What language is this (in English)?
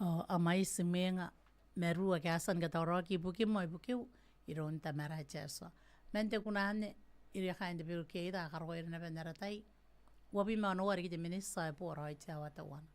Gilbertese